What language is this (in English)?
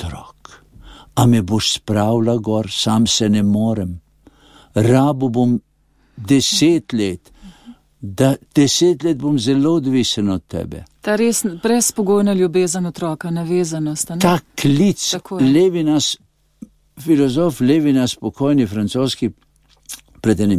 Slovenian